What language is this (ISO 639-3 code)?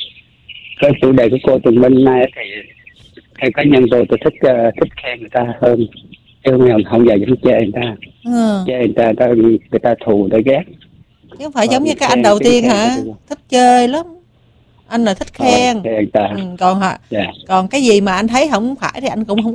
vie